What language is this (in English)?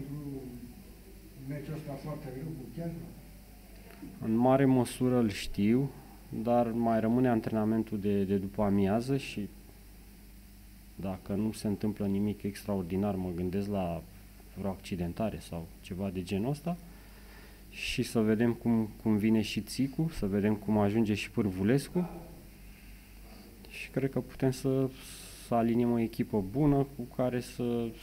Romanian